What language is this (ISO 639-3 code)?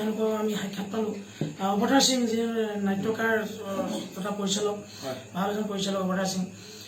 asm